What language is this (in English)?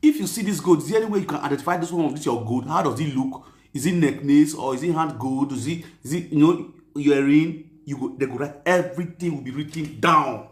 Nigerian Pidgin